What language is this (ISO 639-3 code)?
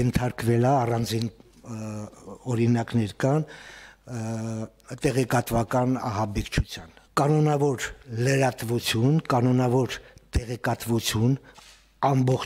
hye